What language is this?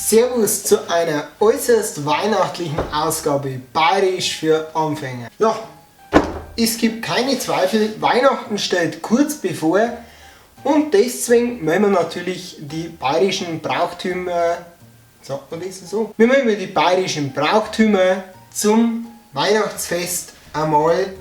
Bavarian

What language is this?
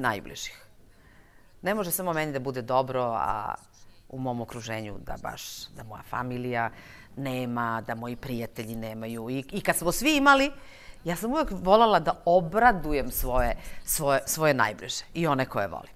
Serbian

